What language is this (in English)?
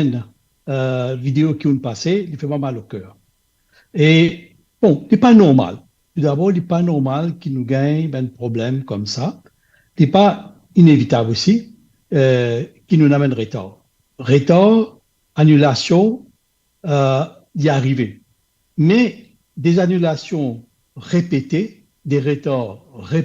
Morisyen